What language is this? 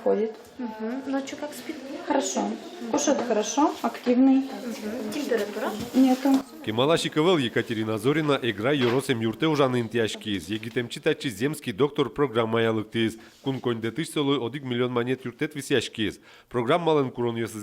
Udmurt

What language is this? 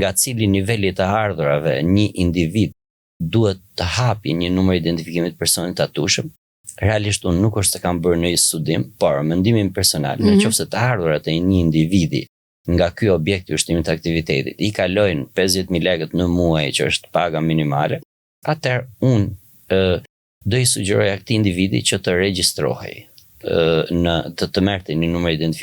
Albanian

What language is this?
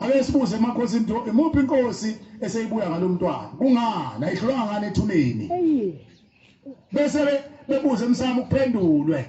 Zulu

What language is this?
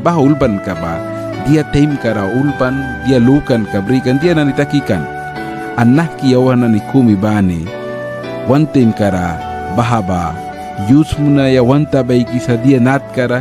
Mískito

